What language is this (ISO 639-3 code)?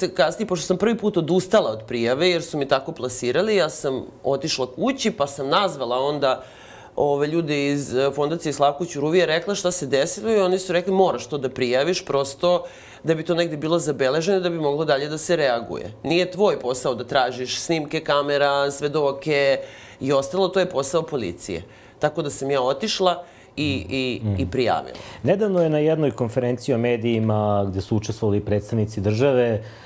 srp